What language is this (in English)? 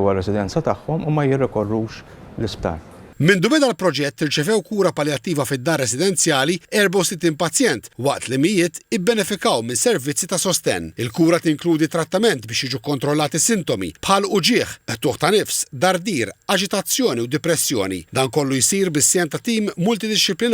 Maltese